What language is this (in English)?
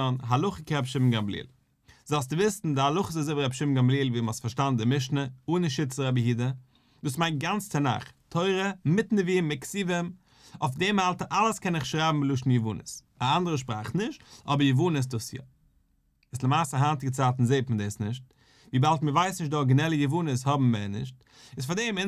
Yiddish